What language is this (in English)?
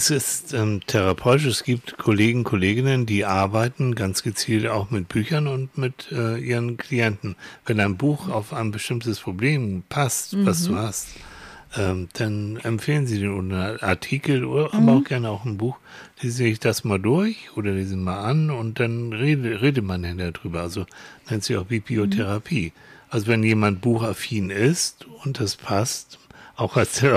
German